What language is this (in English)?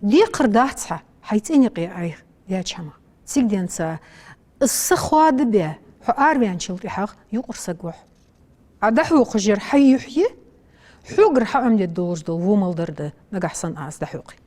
Ingush